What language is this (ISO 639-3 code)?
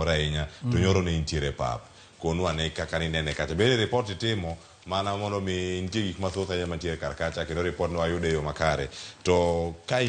luo